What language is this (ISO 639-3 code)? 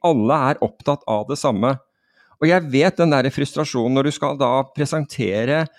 nor